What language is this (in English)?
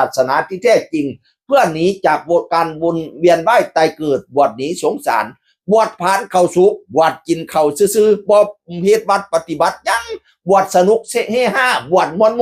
Northeastern Thai